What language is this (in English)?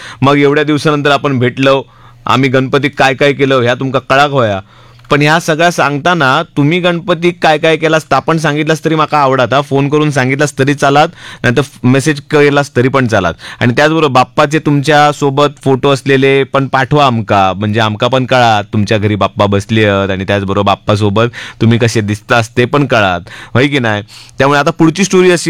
Marathi